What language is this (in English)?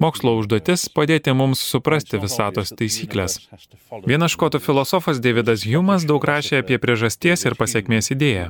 Lithuanian